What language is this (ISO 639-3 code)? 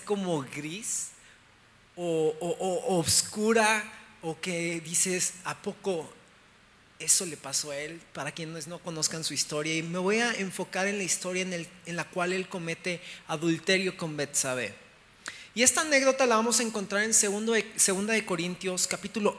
spa